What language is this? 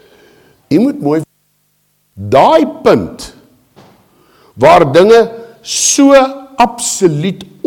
Afrikaans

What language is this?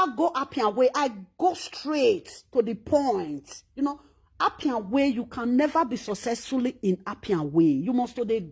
Nigerian Pidgin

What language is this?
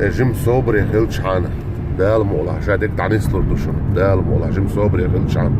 Chechen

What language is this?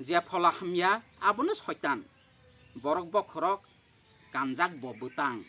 Kok Borok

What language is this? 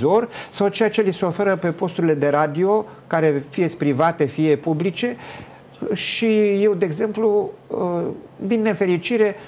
Romanian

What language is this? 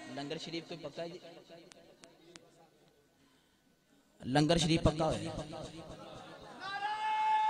Urdu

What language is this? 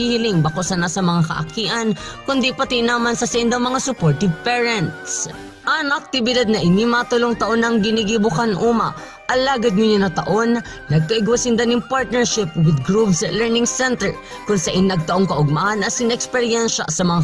Bikol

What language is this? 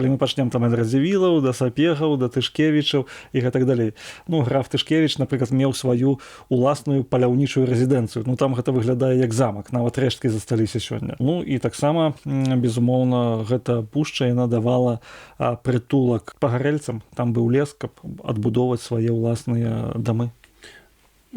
Belarusian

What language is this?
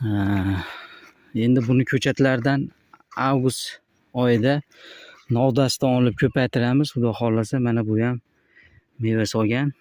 Uzbek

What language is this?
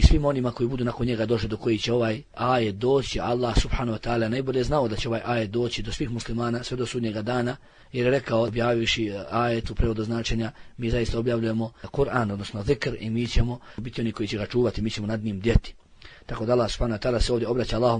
Bosnian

